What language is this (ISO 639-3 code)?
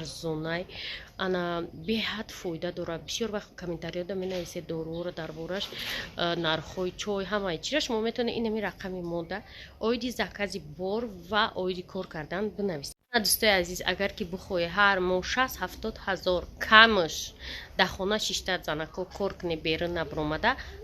tgk